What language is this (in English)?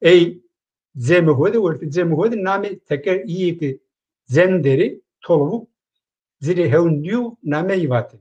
Zaza